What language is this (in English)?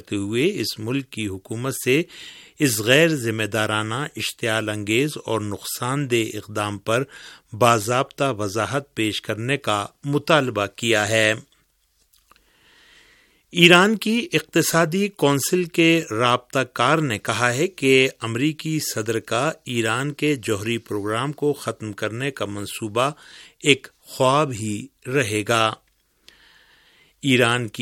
Urdu